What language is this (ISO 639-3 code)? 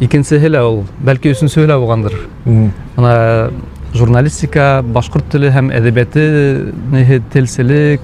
bak